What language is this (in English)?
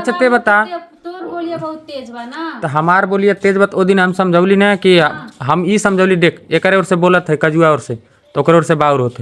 Bhojpuri